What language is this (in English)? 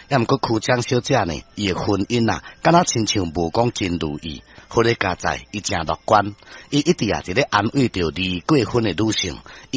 Min Nan Chinese